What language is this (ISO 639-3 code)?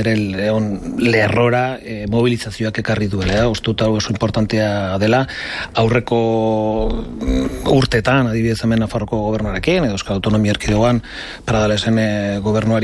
eus